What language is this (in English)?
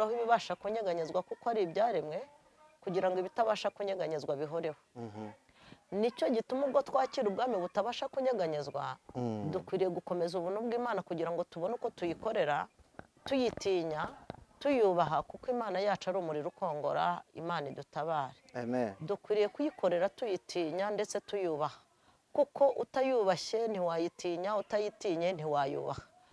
Kinyarwanda